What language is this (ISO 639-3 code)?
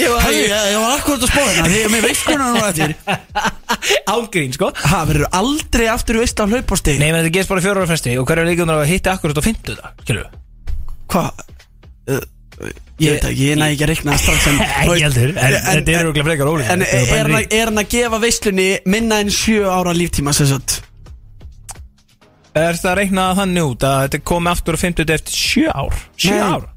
isl